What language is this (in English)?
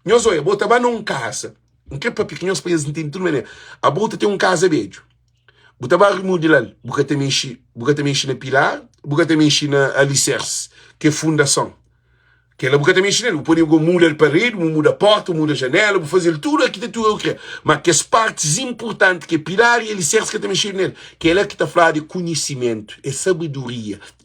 Kabuverdianu